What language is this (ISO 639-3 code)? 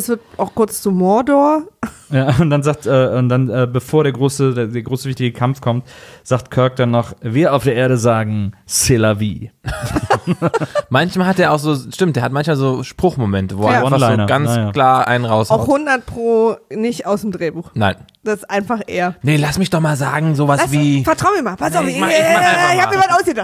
deu